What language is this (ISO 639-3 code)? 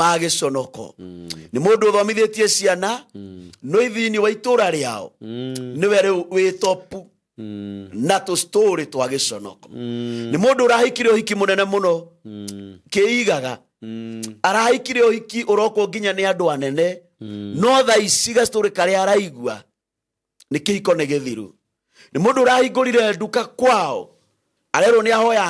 kik